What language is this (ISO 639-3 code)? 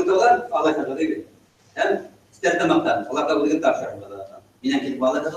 bak